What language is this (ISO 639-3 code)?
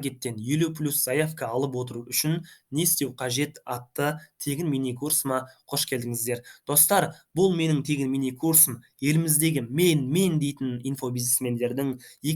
kaz